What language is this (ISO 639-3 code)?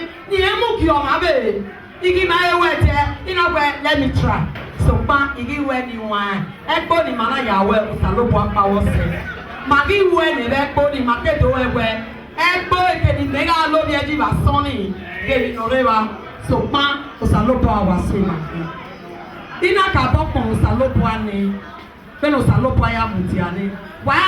bin